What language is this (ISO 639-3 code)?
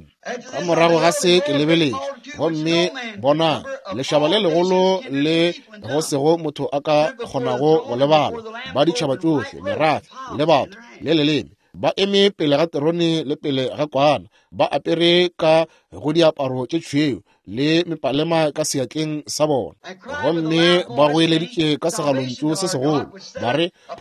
nso